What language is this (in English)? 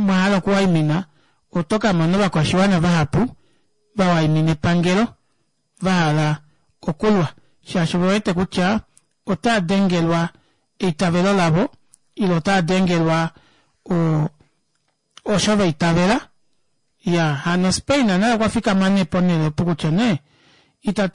Kuanyama